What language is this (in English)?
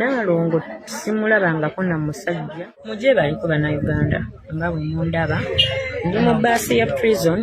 Ganda